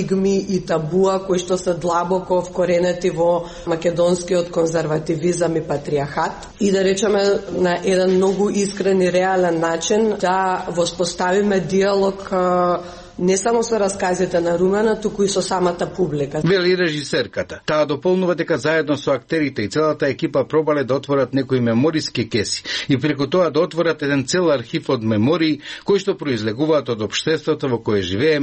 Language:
Macedonian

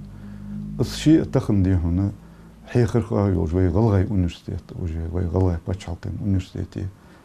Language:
Ingush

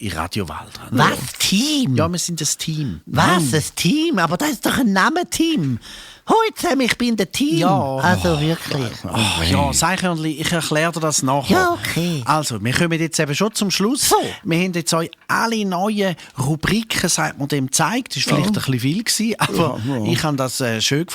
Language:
Swiss German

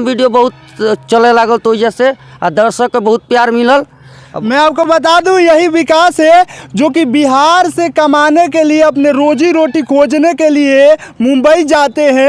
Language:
Bhojpuri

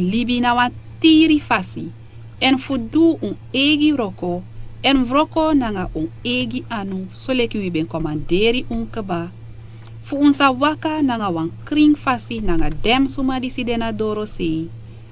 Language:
Sranan Tongo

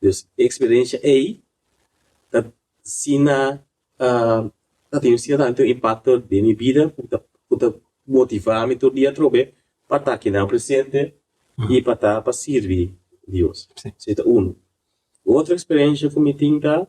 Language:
Papiamento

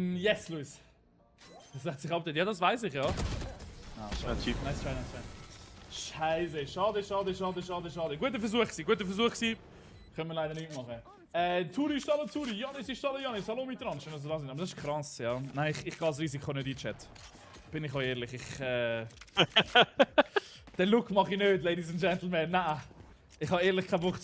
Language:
Swiss German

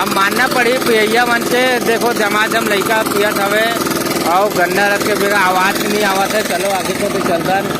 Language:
Chhattisgarhi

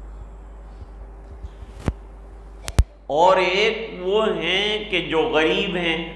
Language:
Urdu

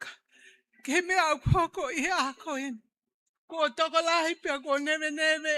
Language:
Tongan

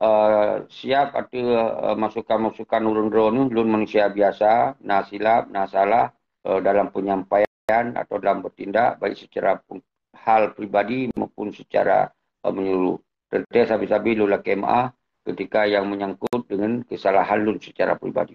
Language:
Achinese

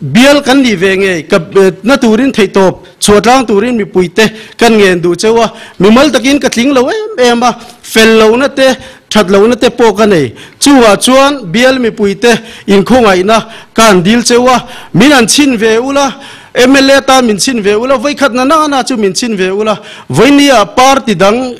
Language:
Mizo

